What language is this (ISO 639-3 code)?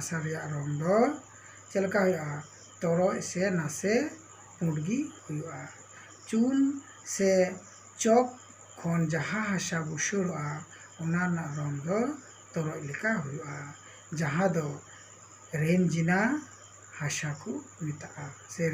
sat